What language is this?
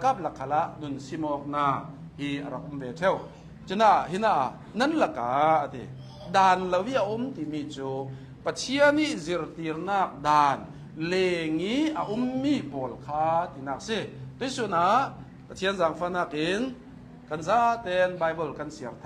Hakha Chin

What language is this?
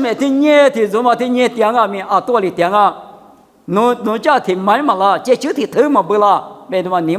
Lisu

